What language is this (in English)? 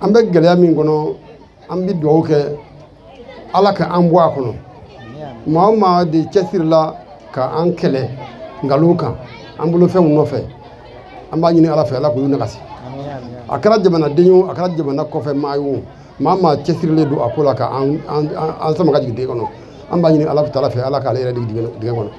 Bambara